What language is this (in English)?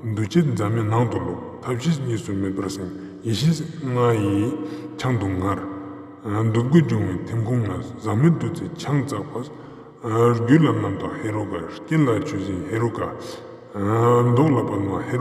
Ladakhi